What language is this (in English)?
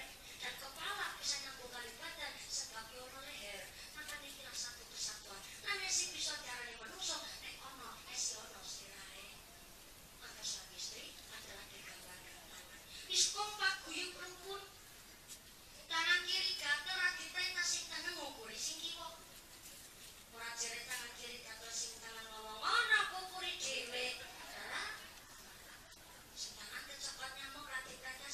Javanese